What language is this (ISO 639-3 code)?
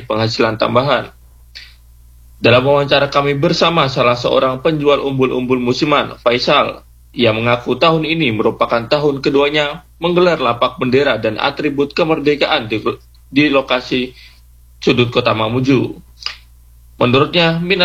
ind